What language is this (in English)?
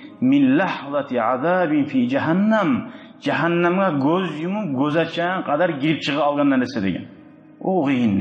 Kumyk